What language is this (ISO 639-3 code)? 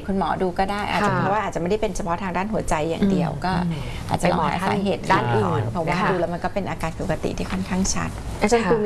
tha